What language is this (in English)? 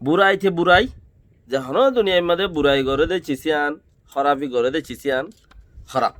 Rohingya